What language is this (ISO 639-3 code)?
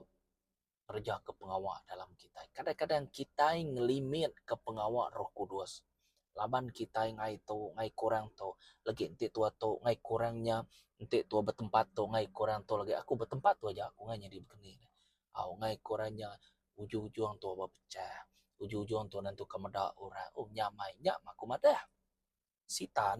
iba